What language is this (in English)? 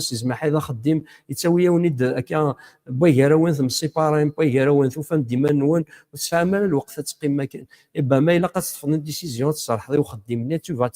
Kabyle